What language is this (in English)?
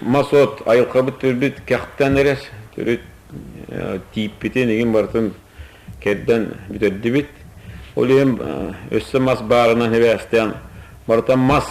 Yakut